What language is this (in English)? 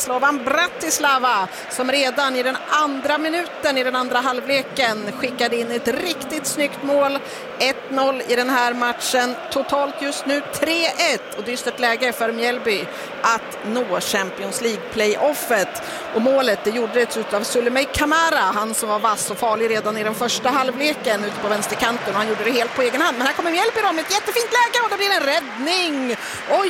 Swedish